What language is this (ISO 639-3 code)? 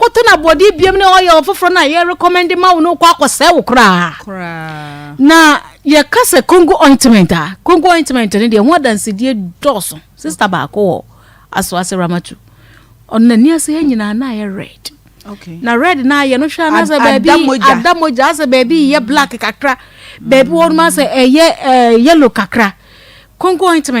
aka